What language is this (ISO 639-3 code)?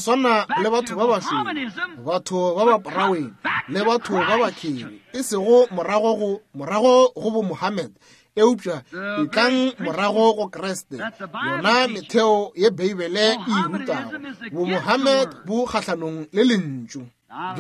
nso